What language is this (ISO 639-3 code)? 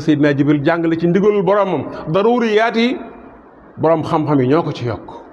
wol